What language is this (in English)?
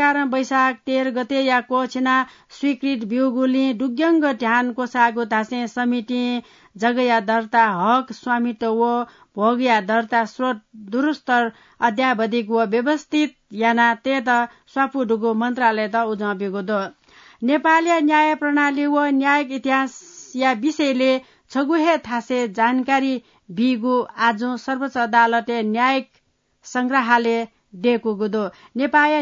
Newari